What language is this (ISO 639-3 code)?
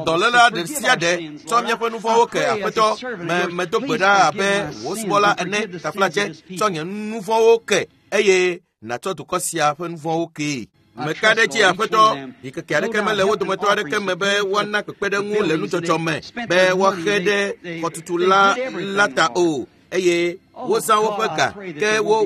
ewe